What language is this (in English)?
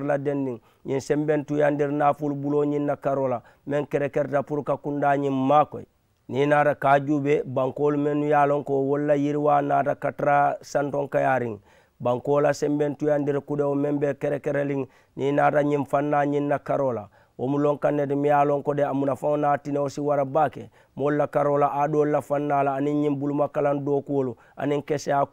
Mandingo